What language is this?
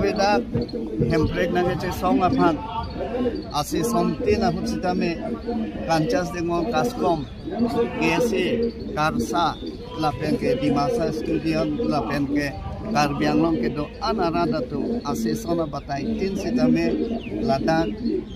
Karbi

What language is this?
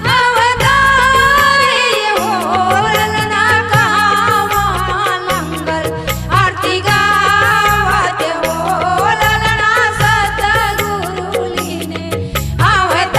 Chhattisgarhi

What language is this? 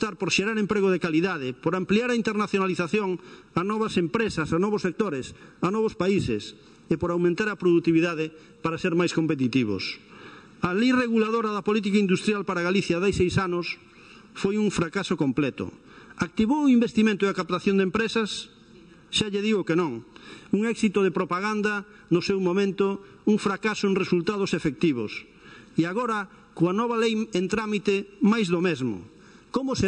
Galician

